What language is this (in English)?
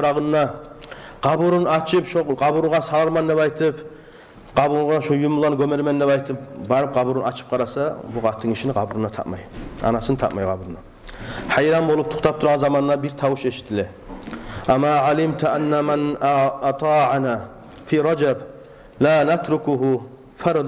Kumyk